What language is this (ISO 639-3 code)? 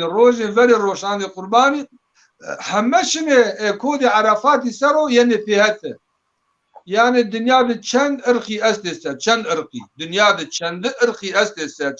zza